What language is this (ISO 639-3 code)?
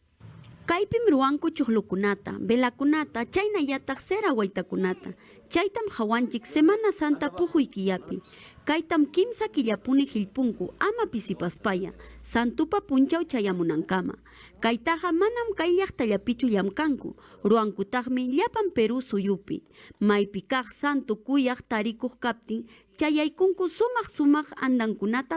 quy